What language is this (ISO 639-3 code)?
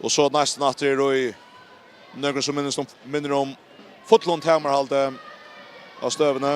fao